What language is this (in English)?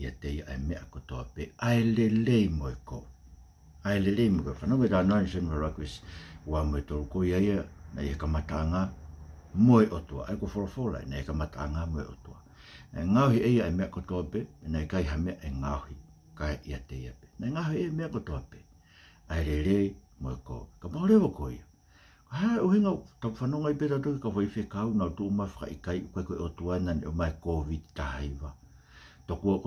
Tongan